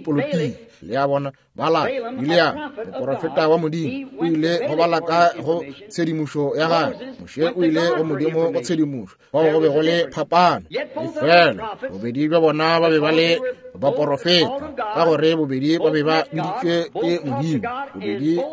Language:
Northern Sotho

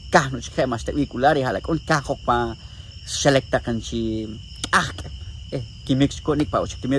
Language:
Poqomchi'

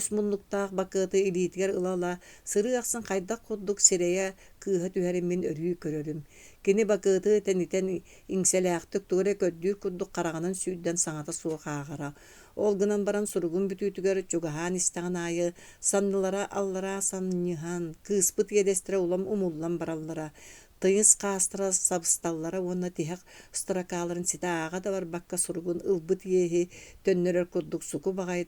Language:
Yakut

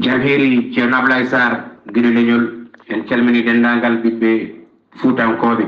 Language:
Fula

